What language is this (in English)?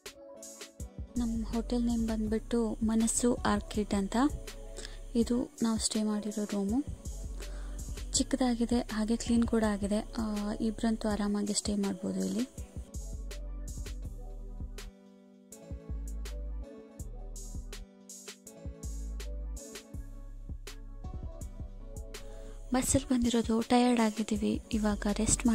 Kannada